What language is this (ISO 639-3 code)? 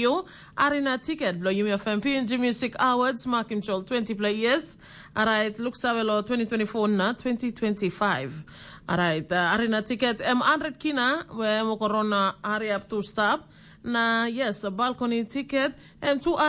tpi